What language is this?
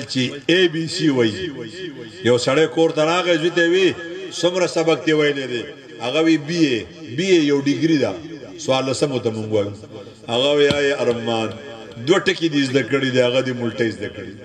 Pashto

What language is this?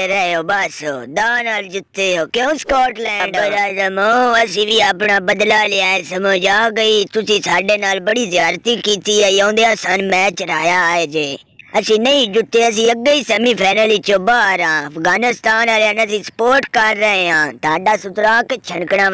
Punjabi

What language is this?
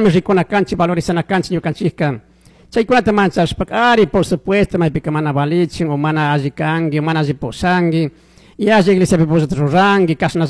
Chimborazo Highland Quichua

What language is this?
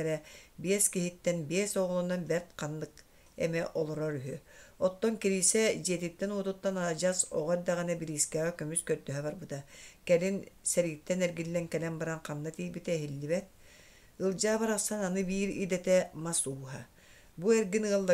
Yakut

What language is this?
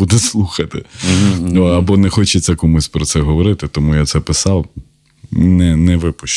Ukrainian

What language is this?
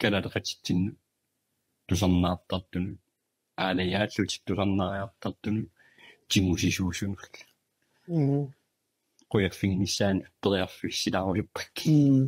Kalaallisut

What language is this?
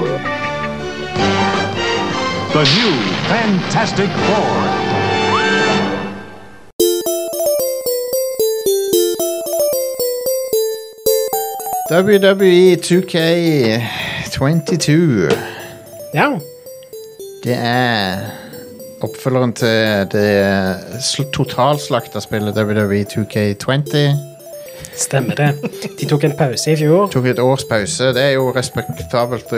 Norwegian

